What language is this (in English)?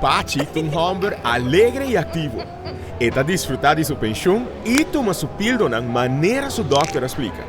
Papiamento